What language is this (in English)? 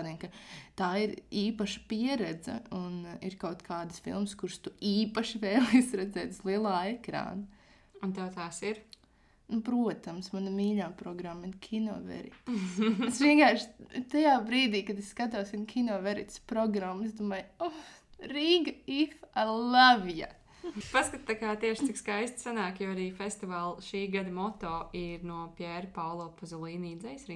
Latvian